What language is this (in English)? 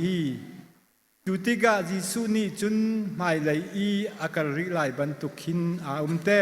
Hakha Chin